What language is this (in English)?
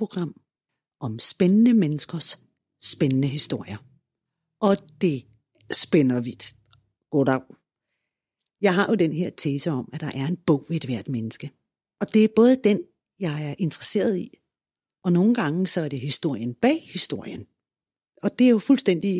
Danish